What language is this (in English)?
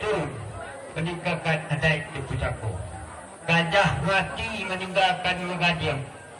Minangkabau